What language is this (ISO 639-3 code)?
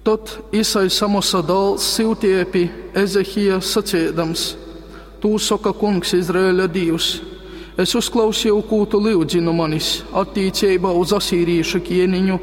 ltg